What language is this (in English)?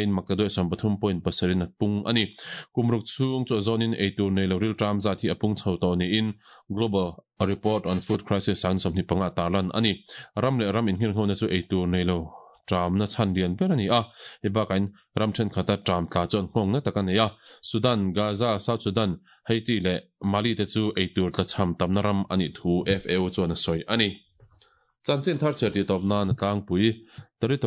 Mizo